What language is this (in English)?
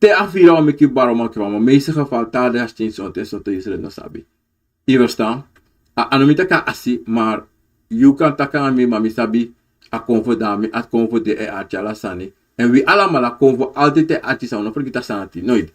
Sranan Tongo